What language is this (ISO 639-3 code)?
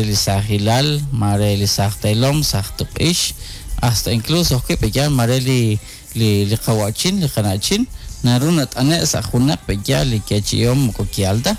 kek